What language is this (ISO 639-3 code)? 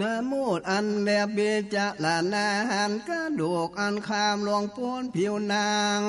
nod